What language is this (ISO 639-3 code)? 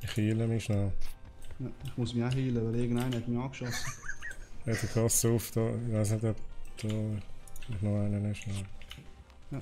gsw